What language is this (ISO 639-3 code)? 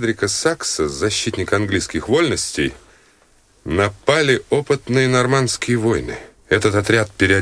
rus